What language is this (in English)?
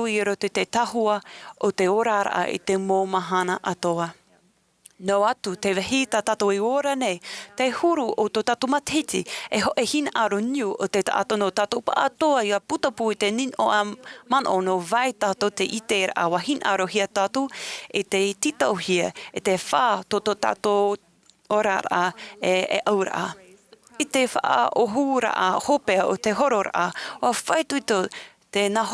Tahitian